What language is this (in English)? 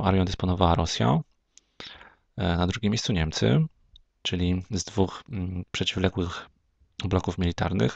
Polish